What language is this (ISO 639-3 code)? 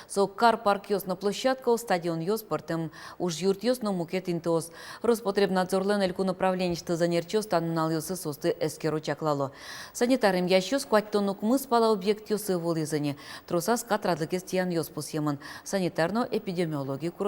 udm